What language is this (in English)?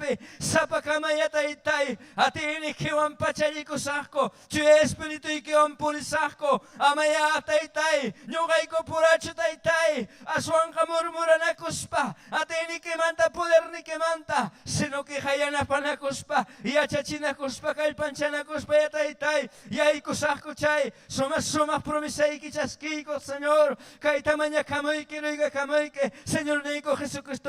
Ayacucho Quechua